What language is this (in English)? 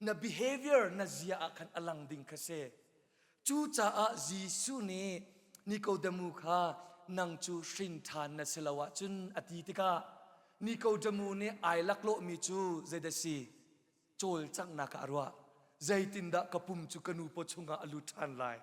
Hakha Chin